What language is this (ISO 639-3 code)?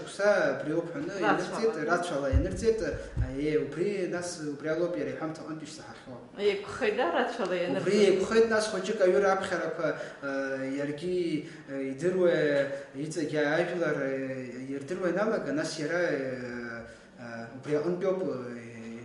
abk